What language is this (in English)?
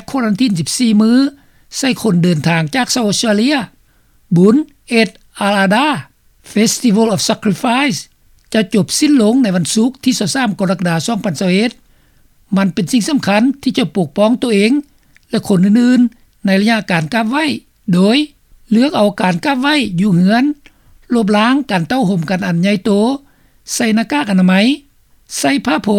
Lao